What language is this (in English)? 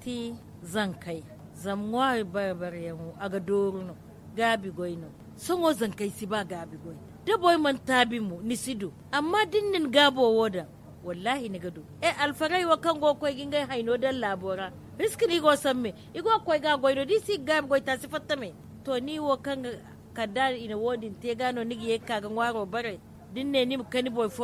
Zarma